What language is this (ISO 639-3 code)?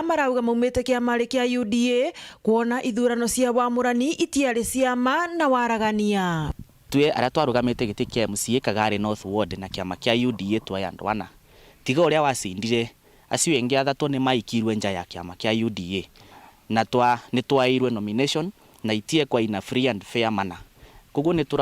mer